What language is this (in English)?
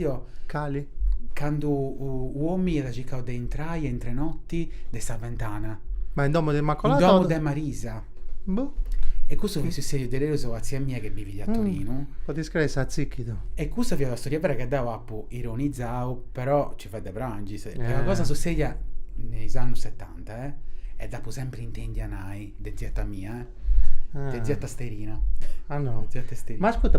Sardinian